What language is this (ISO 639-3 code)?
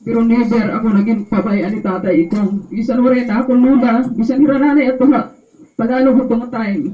war